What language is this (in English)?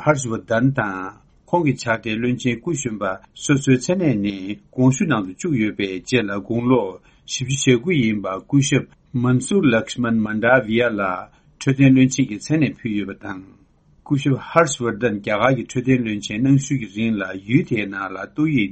Tibetan